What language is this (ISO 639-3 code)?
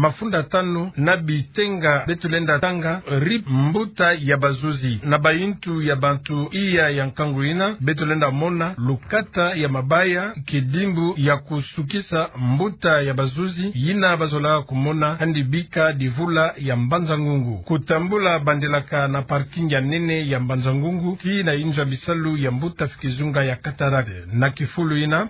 ktu